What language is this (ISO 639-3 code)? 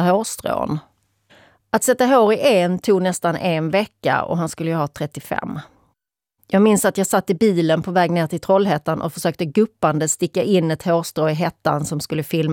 swe